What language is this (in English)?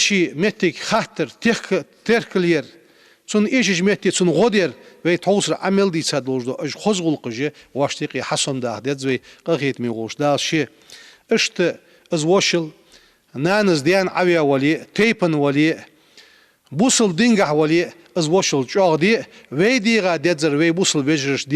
Ingush